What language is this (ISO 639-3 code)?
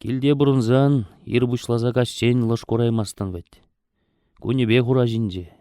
chv